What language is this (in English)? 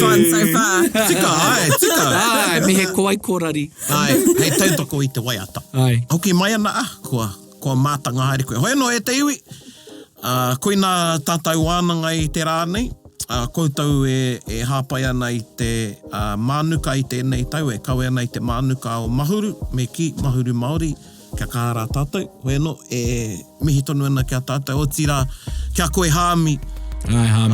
Māori